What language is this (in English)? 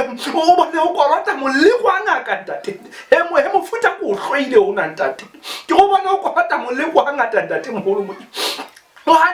Southern Sotho